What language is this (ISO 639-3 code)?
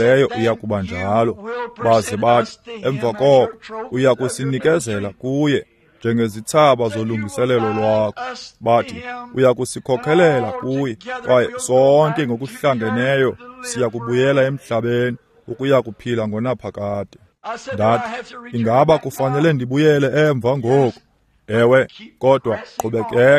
xho